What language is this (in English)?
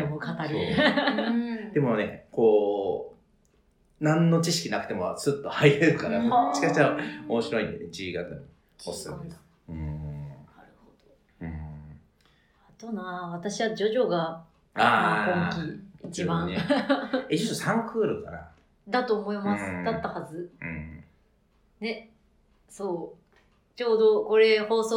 Japanese